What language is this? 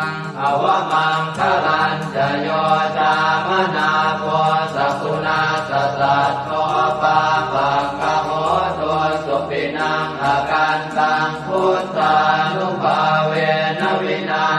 Pali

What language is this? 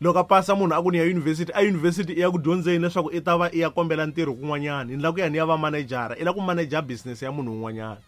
Tsonga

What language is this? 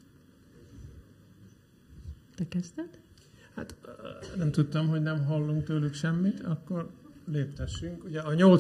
Hungarian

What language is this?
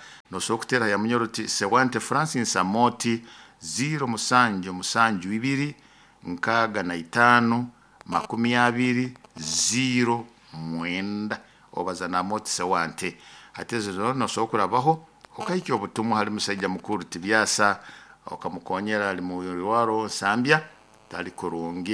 Nyoro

